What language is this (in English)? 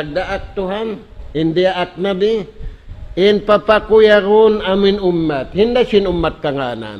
Tausug